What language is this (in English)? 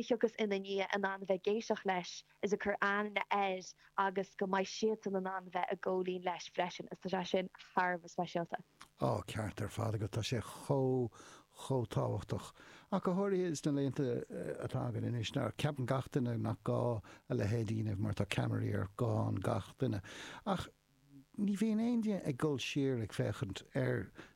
Irish